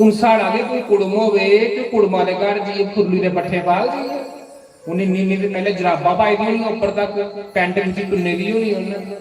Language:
Dogri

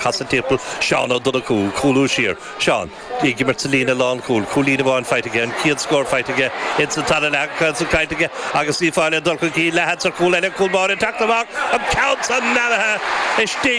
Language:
Irish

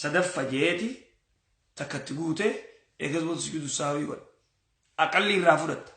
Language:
Oromo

